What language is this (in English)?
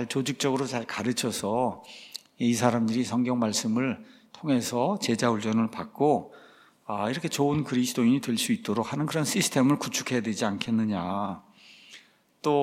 Korean